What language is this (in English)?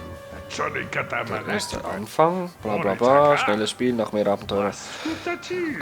Swiss German